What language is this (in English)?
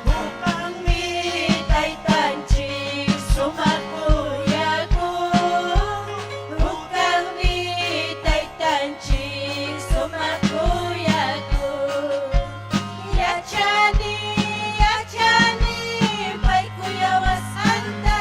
Ayacucho Quechua